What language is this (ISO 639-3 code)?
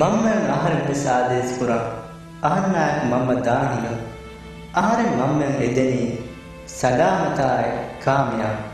div